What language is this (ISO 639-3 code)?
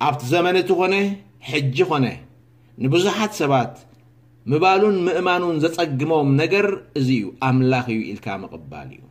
tir